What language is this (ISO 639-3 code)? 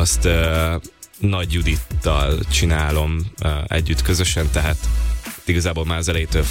hun